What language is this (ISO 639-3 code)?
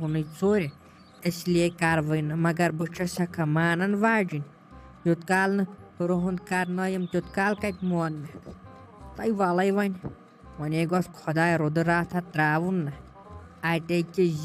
kas